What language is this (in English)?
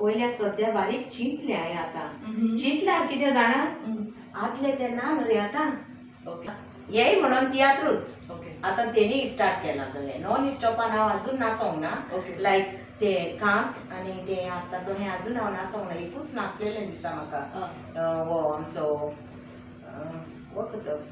Konkani